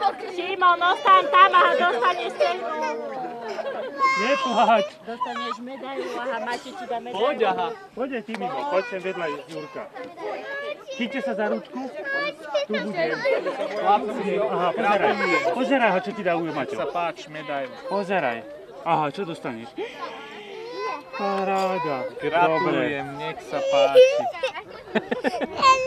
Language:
Slovak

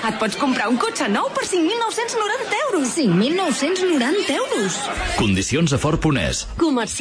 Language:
Catalan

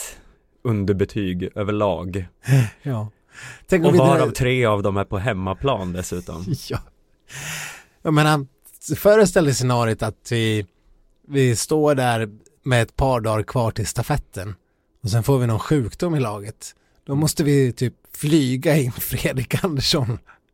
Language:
Swedish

